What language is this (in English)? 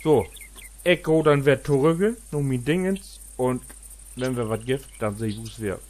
Low German